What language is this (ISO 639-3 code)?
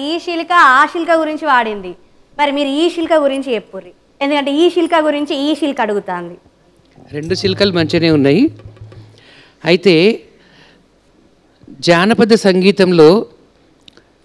tel